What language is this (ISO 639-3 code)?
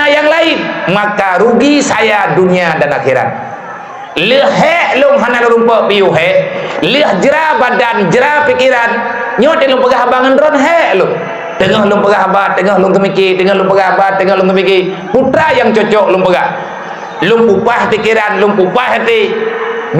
ace